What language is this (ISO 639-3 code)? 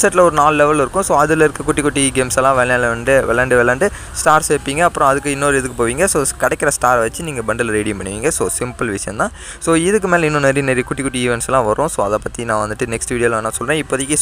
tam